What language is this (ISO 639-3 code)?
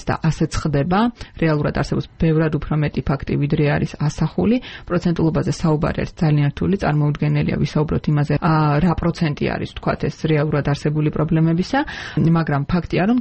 kat